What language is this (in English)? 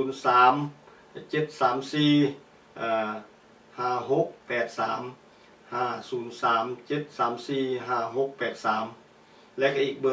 Thai